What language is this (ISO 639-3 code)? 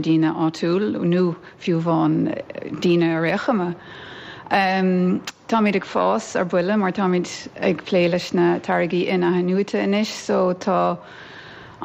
gle